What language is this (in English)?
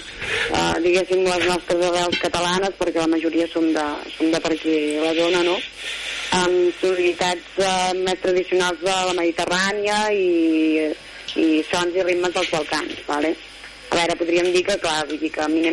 Catalan